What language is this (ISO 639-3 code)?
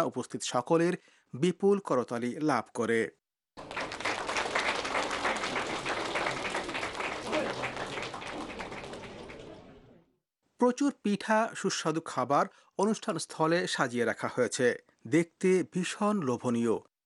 ben